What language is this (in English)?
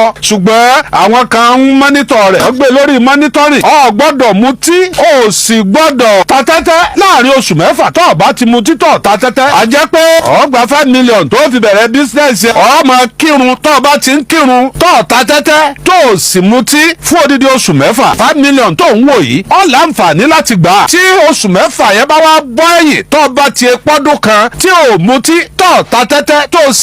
Yoruba